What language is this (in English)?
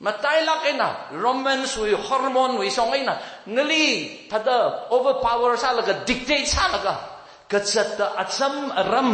Tangkhul Naga (India)